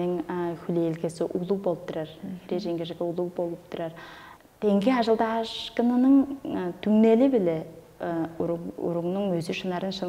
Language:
Tuvinian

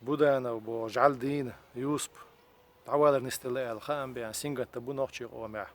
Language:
Chechen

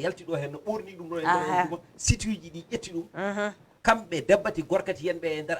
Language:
Fula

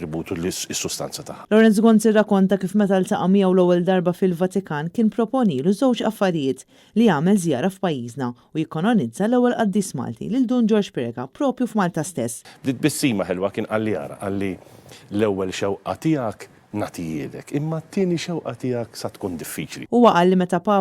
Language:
Maltese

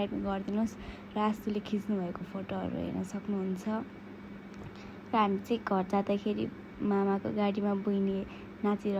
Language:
Nepali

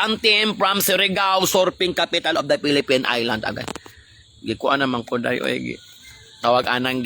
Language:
Cebuano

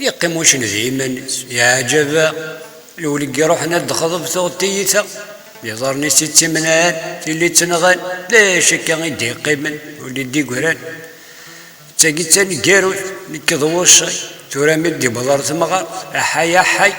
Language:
Kabyle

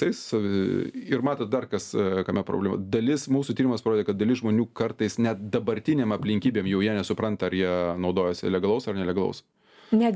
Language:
Lithuanian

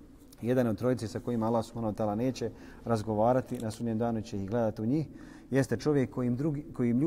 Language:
Bosnian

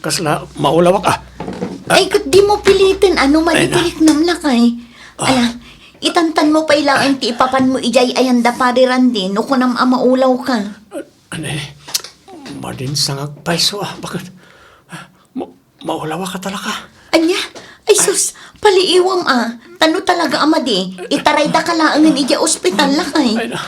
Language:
Iloko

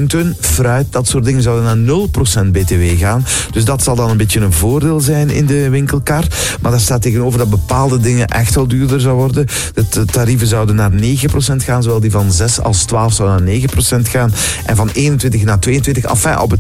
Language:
Dutch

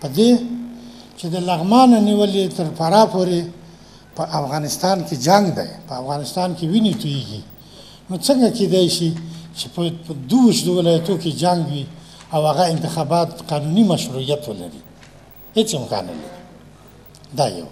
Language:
Pashto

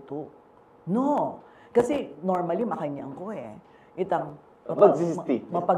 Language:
Pampanga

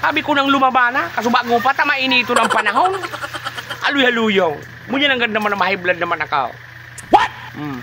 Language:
Bikol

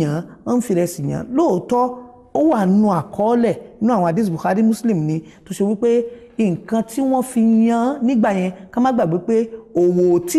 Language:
Yoruba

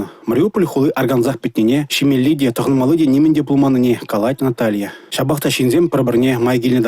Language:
Chuvash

